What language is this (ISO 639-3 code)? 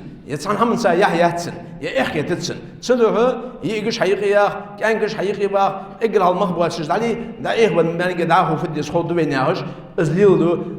inh